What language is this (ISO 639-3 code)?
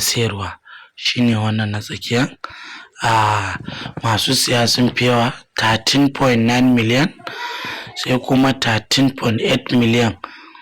hau